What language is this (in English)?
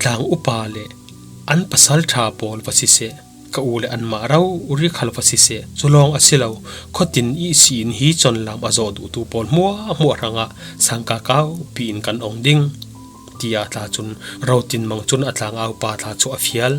Falam Chin